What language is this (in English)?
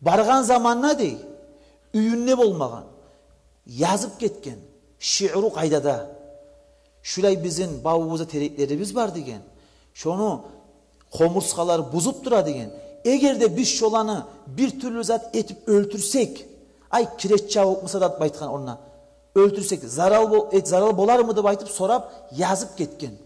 Kumyk